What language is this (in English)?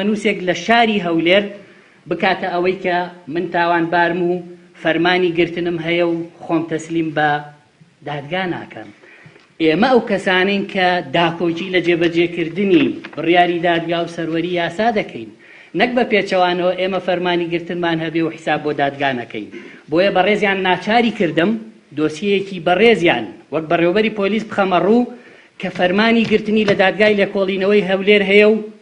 Central Kurdish